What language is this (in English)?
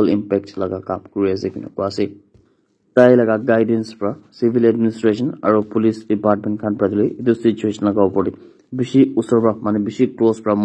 Naga Pidgin